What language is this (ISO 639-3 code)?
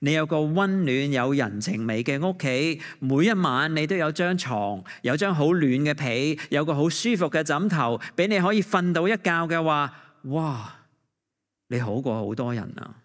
yue